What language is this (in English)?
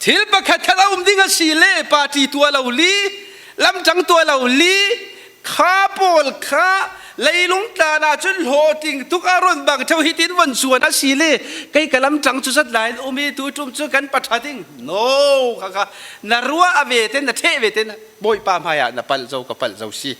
Falam Chin